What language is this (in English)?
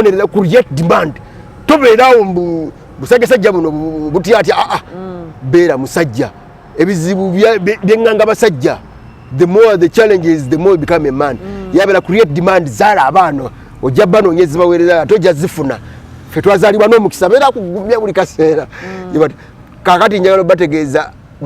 Ganda